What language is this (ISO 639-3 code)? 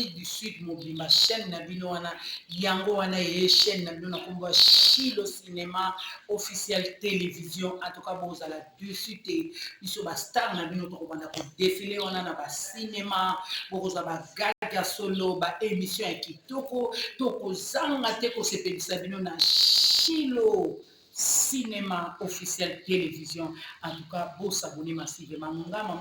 lin